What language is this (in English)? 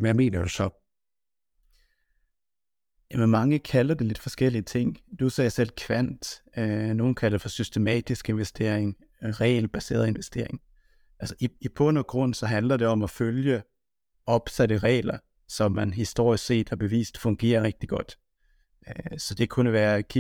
Danish